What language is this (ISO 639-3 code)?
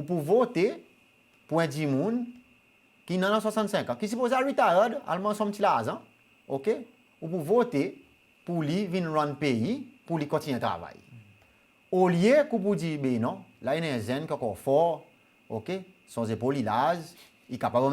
crs